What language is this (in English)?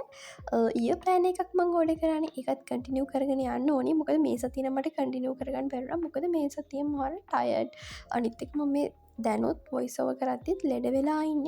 Sinhala